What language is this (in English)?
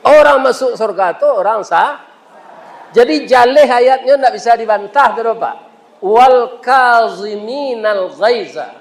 Minangkabau